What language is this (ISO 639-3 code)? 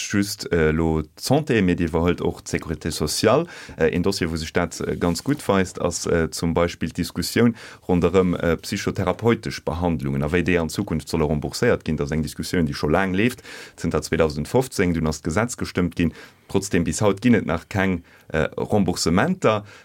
ltz